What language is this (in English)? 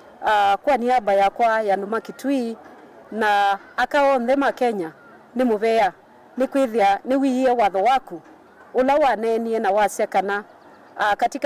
Kamba